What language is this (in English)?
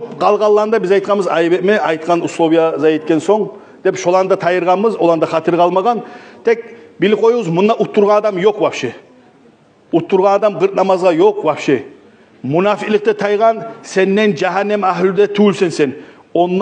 Kumyk